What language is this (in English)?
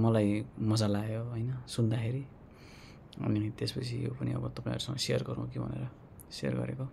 Nepali